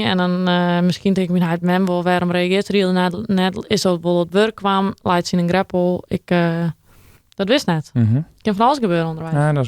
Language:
Western Frisian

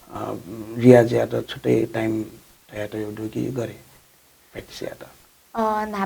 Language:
Newari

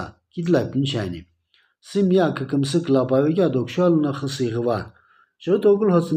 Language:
Sumi Naga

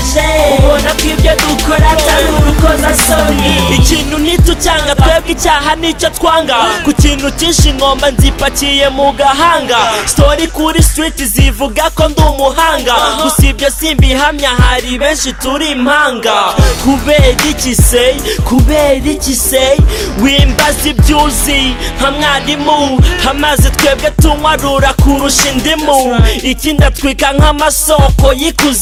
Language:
Kinyarwanda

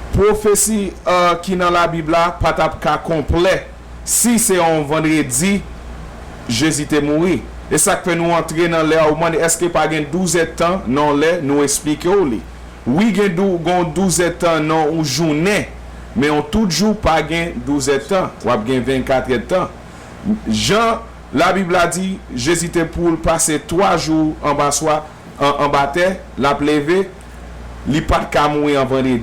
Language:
Haitian Creole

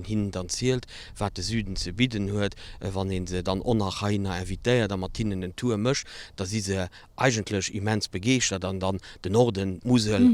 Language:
Luxembourgish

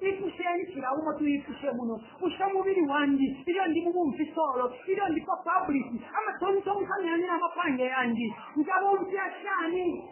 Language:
Bemba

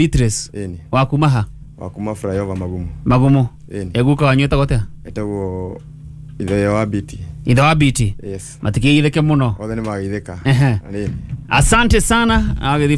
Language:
Kikuyu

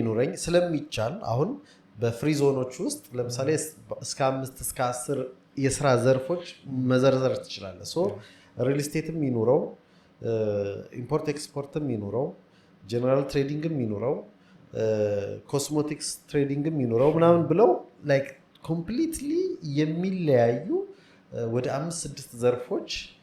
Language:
Amharic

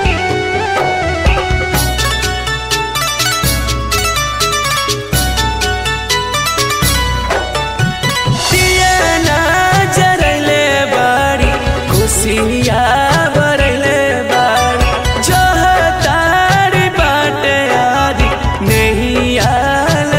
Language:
Bhojpuri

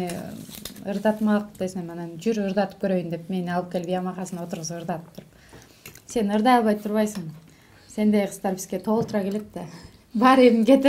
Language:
Kyrgyz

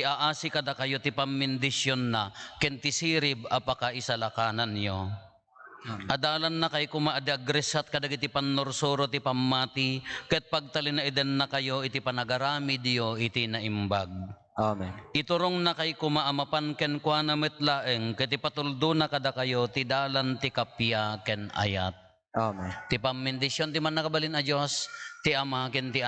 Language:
Iloko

